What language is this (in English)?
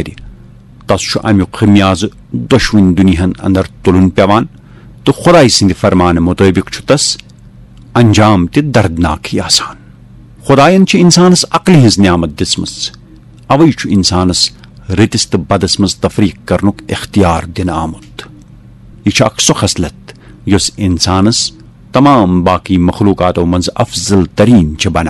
Kashmiri